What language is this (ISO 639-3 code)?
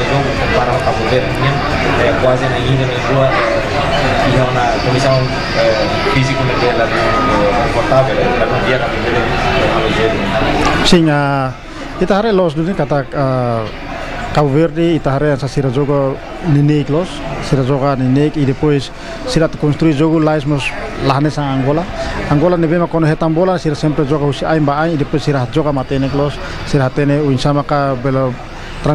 tet